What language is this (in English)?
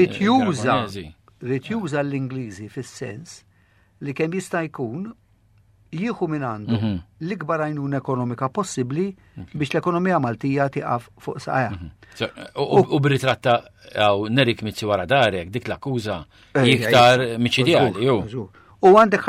Maltese